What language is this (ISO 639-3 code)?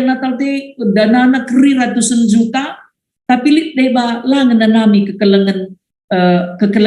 btx